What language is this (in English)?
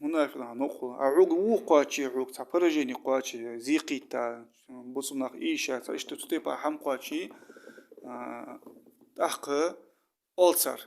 Ingush